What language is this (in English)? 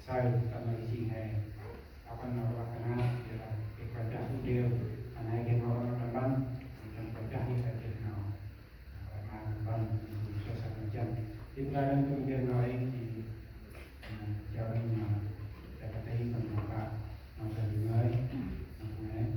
Central Mnong